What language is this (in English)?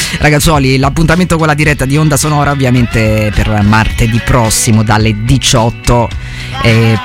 Italian